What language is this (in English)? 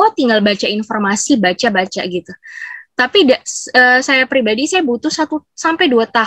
Indonesian